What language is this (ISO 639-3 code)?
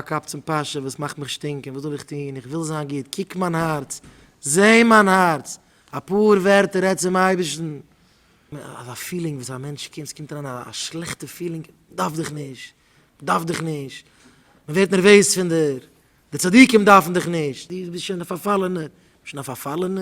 yid